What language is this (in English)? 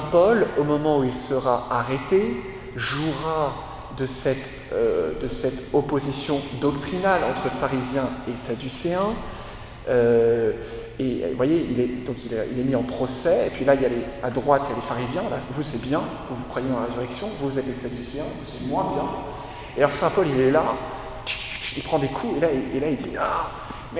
French